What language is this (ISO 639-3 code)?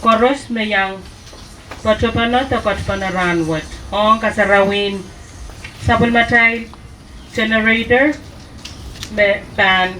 pon